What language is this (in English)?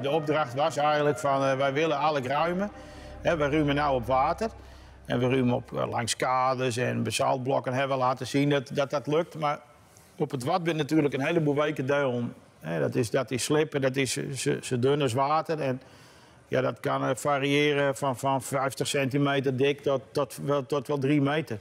Western Frisian